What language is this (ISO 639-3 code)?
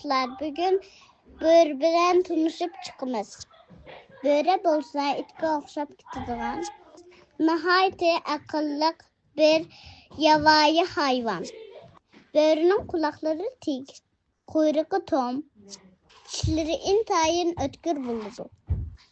uig